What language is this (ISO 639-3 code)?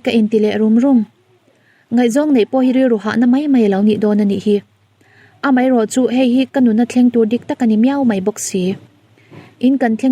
lus